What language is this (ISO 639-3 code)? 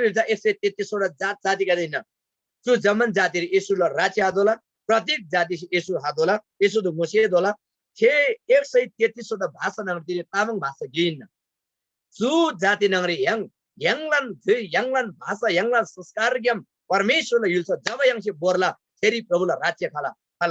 taj